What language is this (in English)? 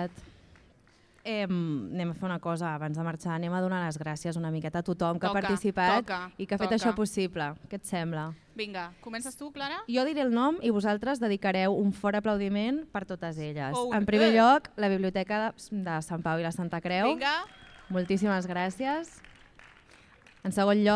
Catalan